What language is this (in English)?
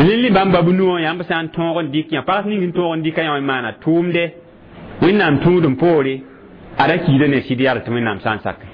Mossi